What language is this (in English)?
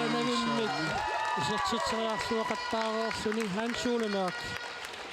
Kalaallisut